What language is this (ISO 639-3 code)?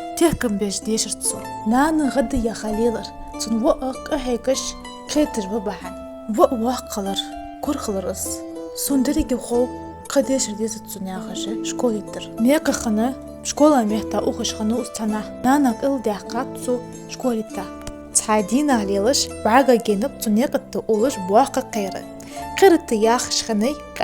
inh